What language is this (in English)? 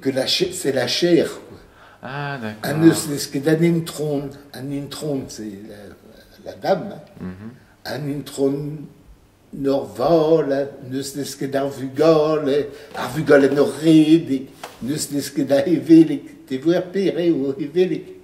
Breton